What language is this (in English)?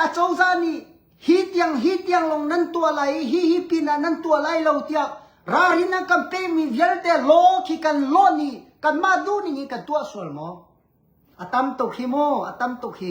Hakha Chin